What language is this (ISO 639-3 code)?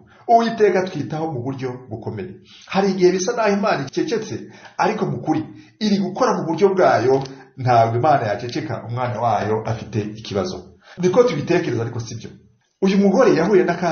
kin